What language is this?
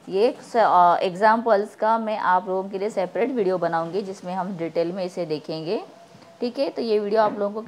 Hindi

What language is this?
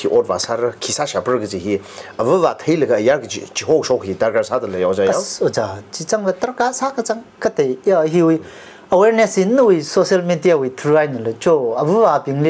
Tangkhul Naga (India)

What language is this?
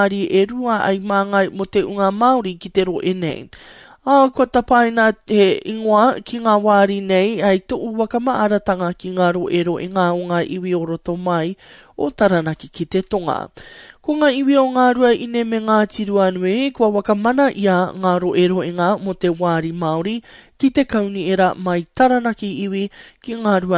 Māori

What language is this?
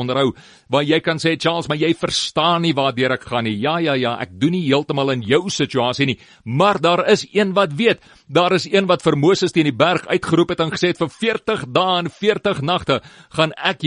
Afrikaans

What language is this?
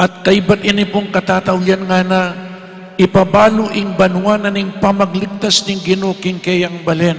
Pampanga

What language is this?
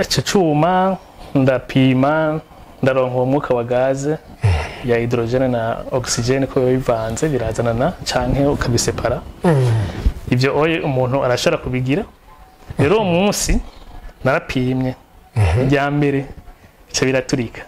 Rundi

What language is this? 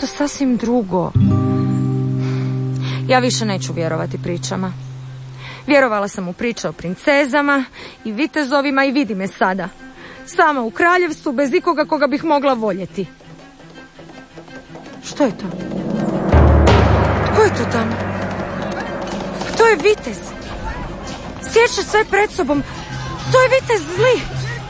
Croatian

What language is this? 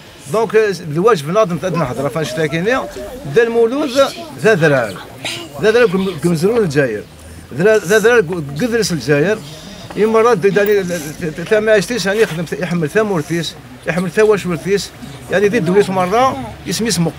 Kabyle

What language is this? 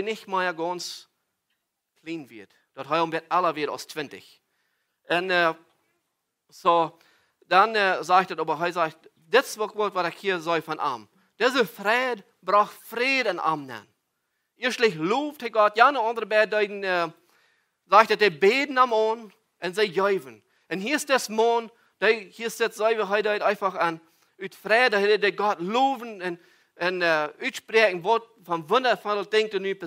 Plautdietsch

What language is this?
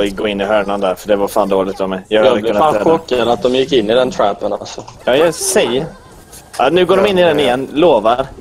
Swedish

